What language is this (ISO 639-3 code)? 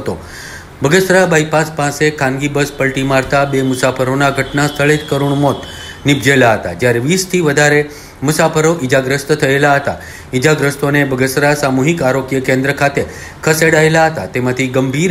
guj